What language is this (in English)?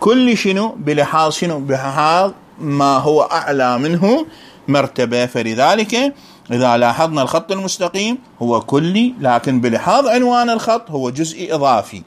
Mesopotamian Arabic